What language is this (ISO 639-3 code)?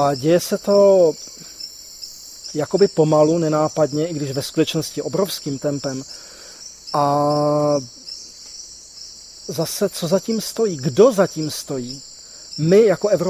ces